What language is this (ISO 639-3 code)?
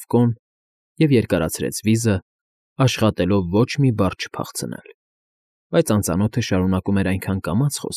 hye